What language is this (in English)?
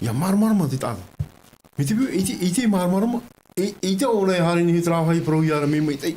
Tahitian